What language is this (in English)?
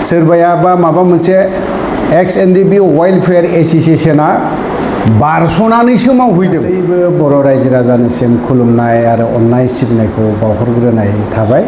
Bodo